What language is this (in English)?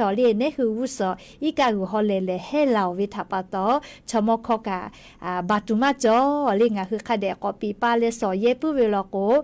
Lahu